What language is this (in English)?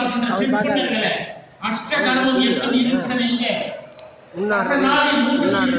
Tamil